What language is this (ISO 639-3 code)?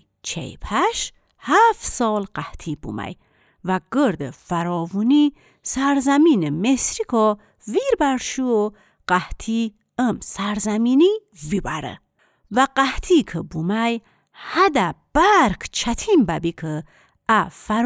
glk